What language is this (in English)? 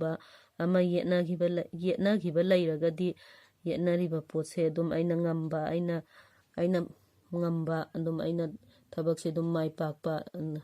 Manipuri